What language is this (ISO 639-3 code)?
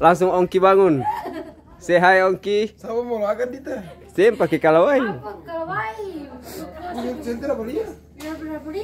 abs